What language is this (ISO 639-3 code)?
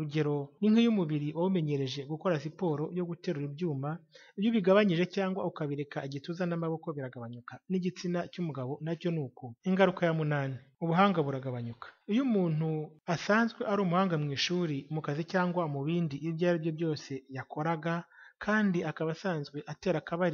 kin